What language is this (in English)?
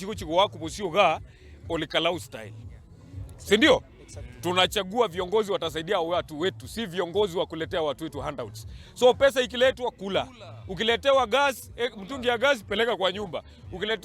Gusii